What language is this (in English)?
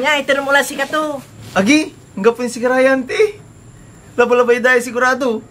Pangasinan